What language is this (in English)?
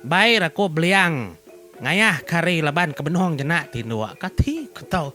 Iban